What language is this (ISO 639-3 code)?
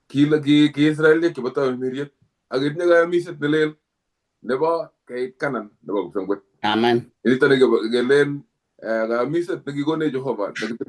kln